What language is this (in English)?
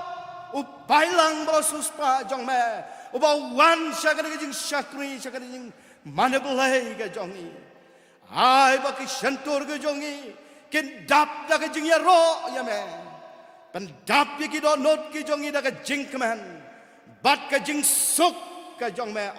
Khasi